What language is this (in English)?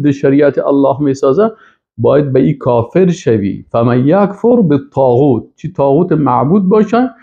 Persian